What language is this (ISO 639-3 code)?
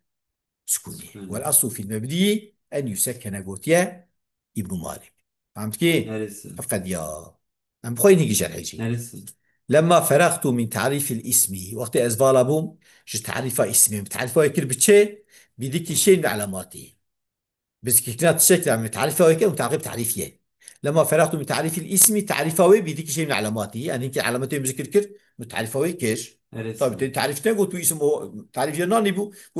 kur